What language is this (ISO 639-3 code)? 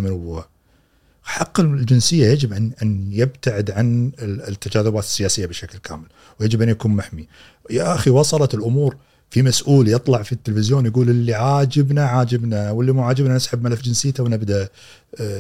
afb